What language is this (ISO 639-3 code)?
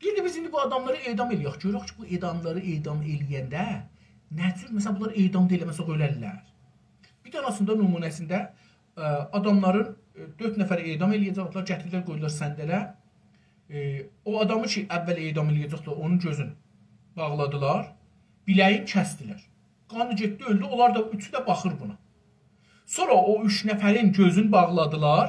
azb